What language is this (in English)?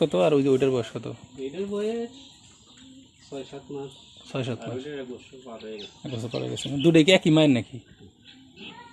Bangla